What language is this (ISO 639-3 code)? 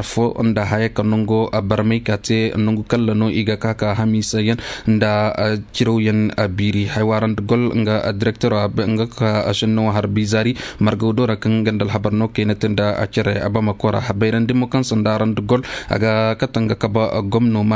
ses